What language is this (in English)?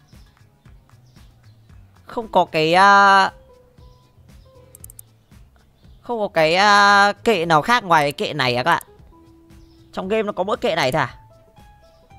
Vietnamese